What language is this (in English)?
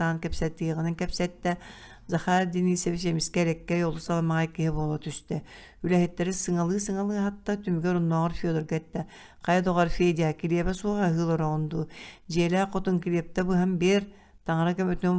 Yakut